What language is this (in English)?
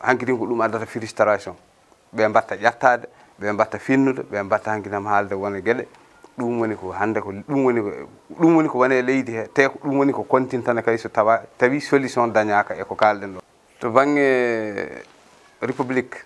Fula